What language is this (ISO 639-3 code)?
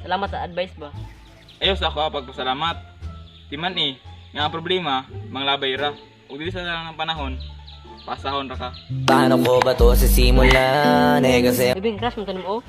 ceb